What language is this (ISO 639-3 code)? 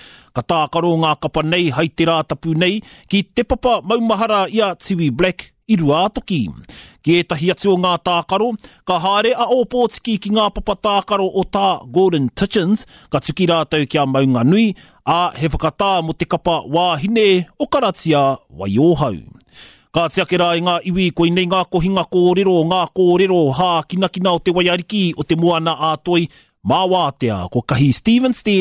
mri